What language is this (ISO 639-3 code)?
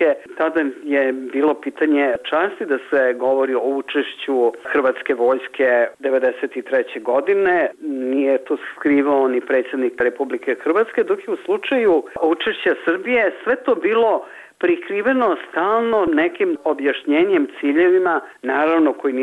bos